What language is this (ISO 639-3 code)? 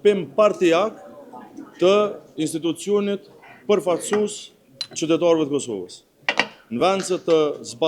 sqi